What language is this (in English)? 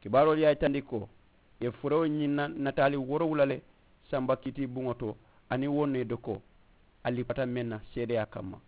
Mandingo